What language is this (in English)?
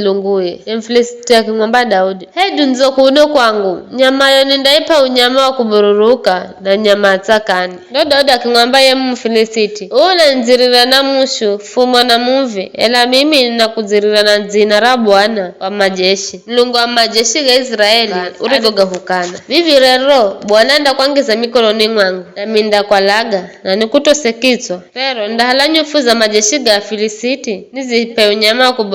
Giryama